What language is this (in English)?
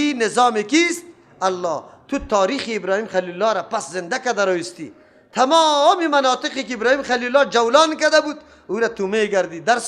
Persian